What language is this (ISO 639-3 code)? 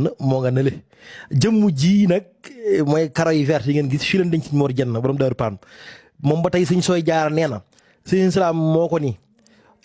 wol